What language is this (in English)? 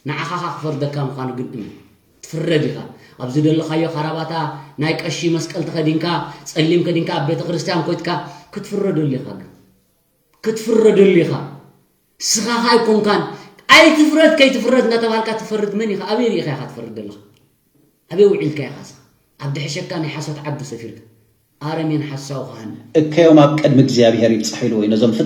Tigrinya